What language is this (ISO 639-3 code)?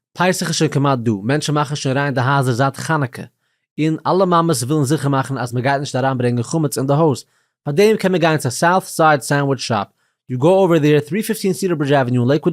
yid